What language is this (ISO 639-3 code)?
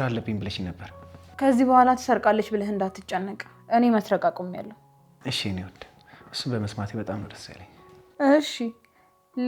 amh